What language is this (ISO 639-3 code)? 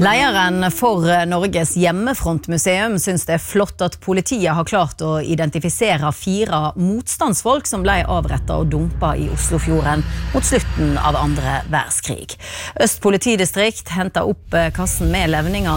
nor